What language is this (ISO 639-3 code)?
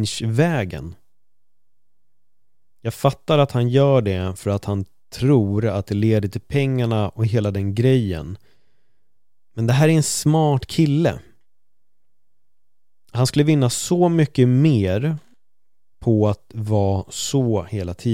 swe